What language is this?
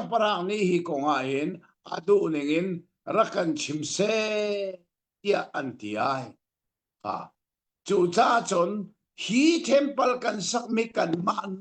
Hakha Chin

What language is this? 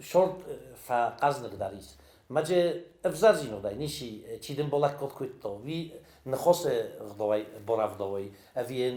Ossetic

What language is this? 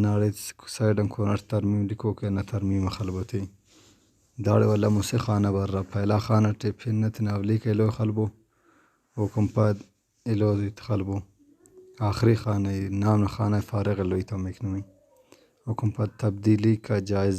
Brahui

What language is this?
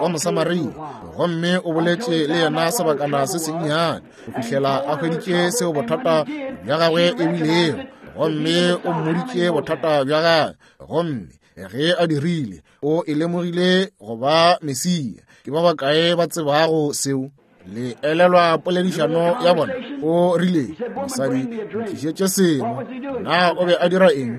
Northern Sotho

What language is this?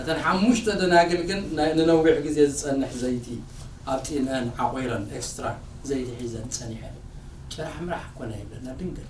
Tigrinya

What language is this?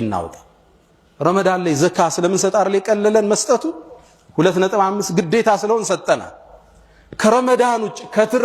Amharic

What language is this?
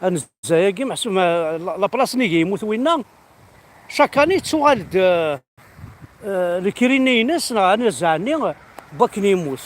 Kabyle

